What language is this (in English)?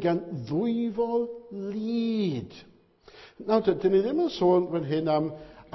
Welsh